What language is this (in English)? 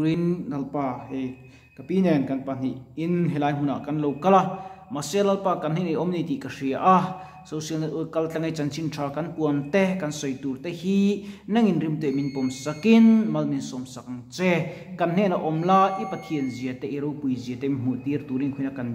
Mizo